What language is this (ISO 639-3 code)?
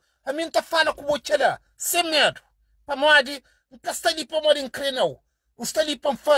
kea